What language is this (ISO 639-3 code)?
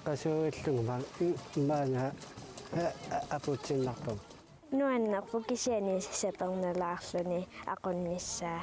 kal